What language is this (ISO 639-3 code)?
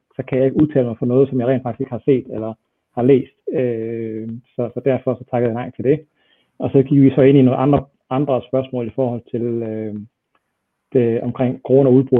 dan